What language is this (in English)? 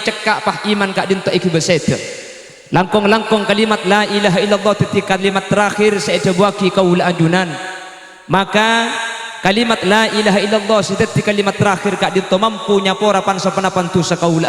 Madurese